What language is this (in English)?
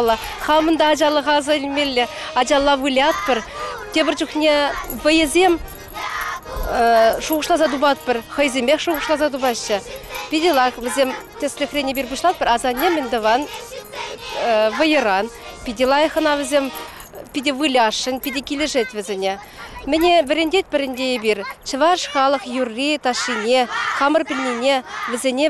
Chuvash